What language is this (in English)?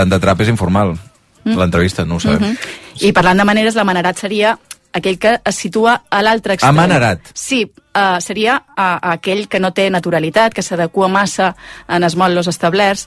Catalan